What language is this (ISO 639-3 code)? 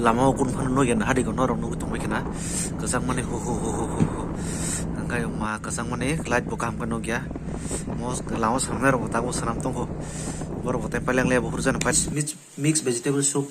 trp